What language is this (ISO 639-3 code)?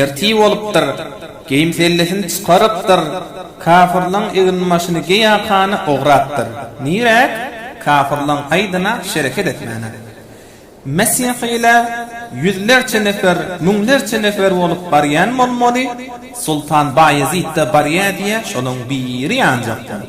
tuk